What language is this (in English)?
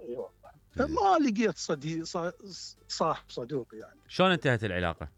Mesopotamian Arabic